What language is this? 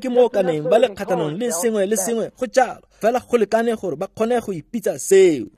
Tswana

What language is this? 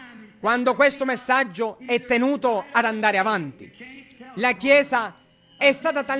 Italian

